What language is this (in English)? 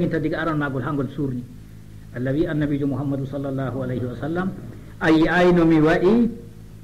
Fula